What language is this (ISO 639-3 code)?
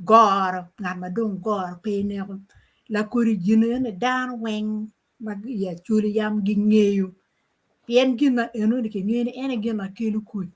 ach